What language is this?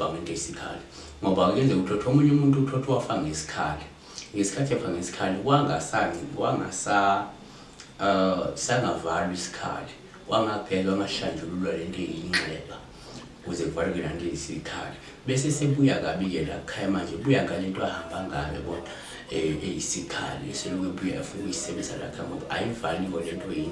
Zulu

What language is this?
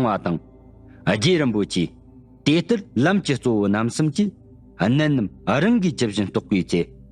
Tibetan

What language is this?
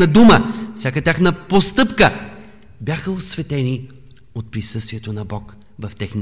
Bulgarian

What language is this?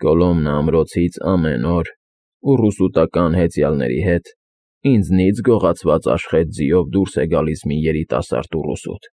Armenian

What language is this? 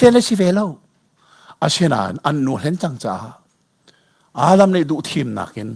Hakha Chin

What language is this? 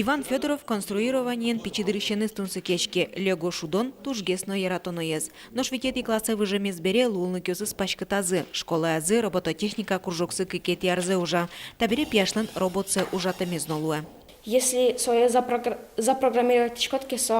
Udmurt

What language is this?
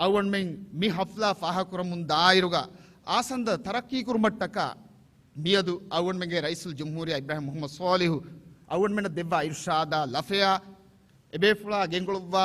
Divehi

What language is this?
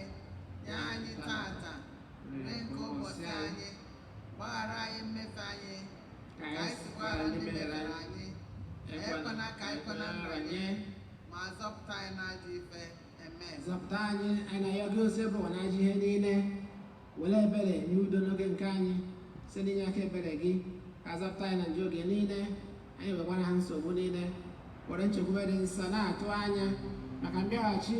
Igbo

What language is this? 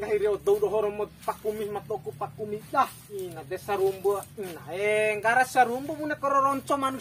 Bima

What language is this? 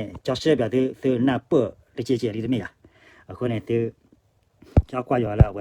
S'gaw Karen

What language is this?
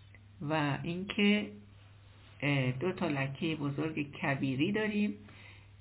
Persian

